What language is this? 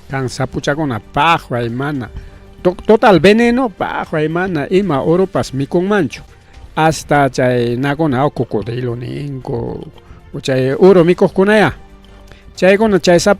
Ayacucho Quechua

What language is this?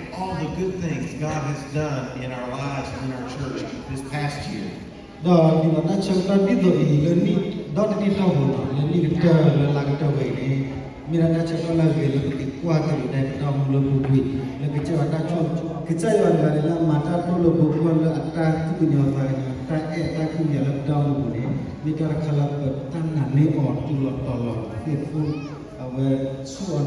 S'gaw Karen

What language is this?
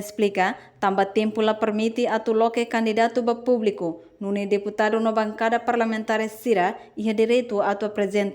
Tetum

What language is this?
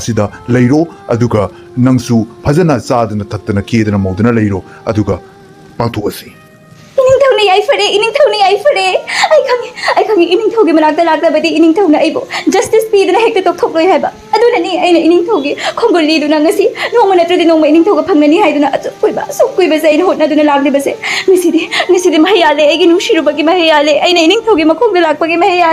Manipuri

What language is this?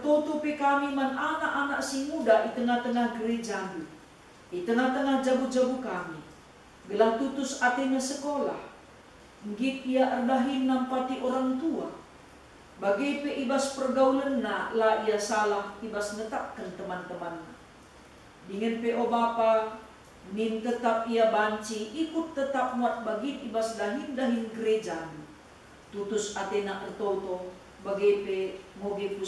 Batak Karo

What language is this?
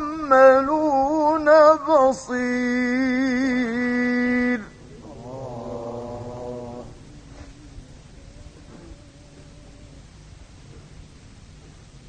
Arabic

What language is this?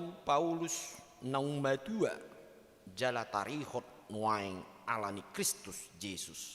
Batak Toba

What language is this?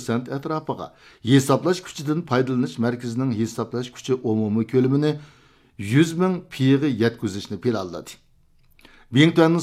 Uyghur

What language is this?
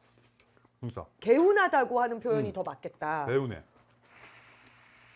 Korean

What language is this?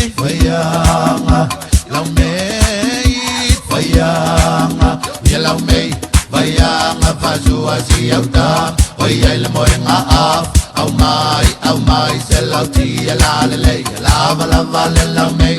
Samoan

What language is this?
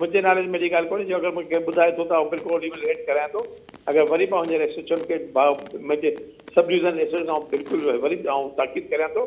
Sindhi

